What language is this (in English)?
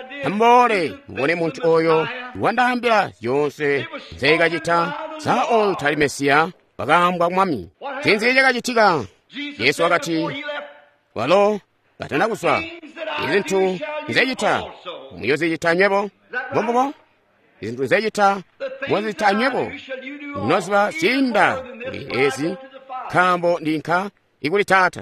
Tonga (Zambia)